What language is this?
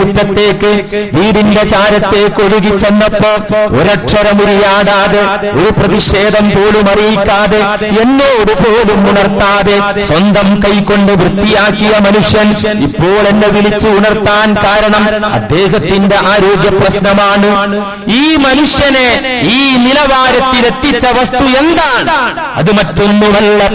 Malayalam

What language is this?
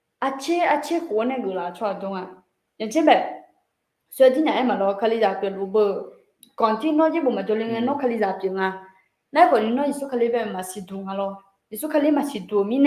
Akha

